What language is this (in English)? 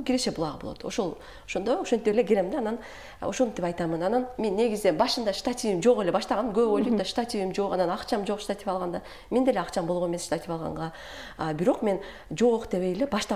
Kyrgyz